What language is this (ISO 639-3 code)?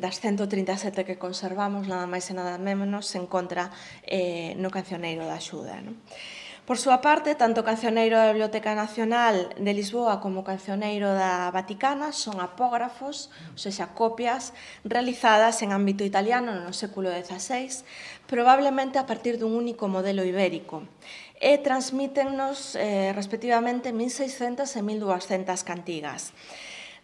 glg